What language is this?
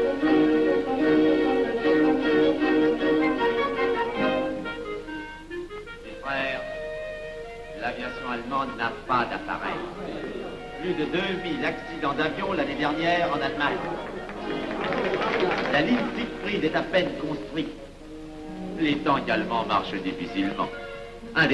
French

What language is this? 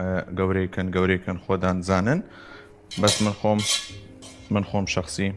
Southern Kurdish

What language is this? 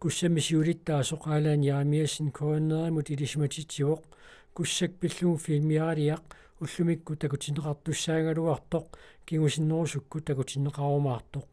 Kalaallisut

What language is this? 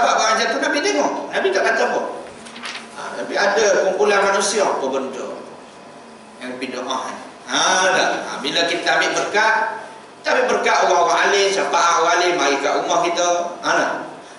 Malay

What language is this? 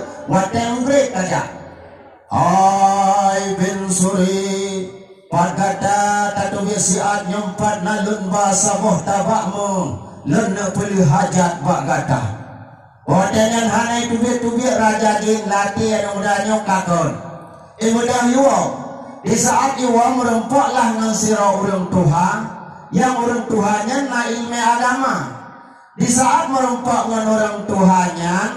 Achinese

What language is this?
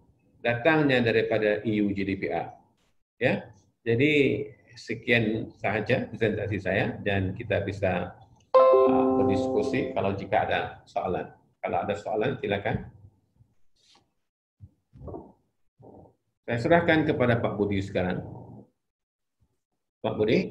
Malay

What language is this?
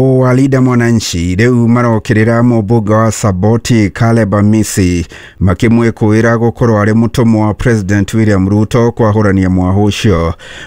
Kikuyu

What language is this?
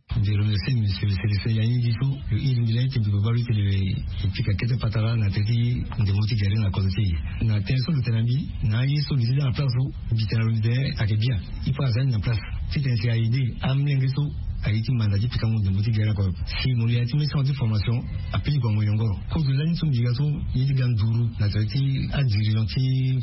Sango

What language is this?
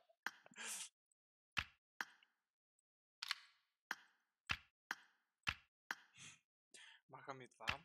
Bulgarian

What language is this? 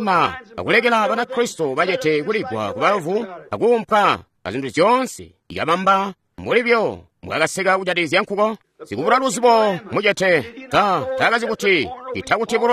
Tonga (Zambia)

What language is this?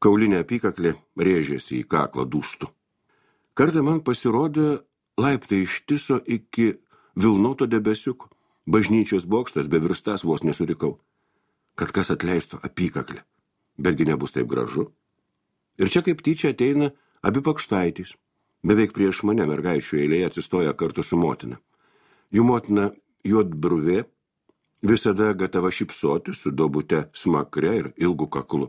Lithuanian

